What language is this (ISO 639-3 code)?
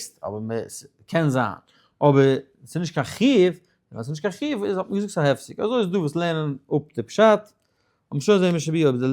yid